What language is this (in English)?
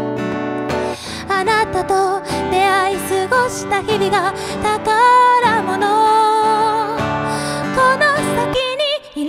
Japanese